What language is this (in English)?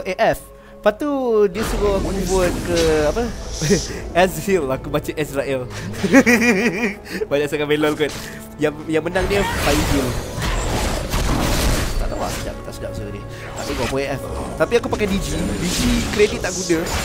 Malay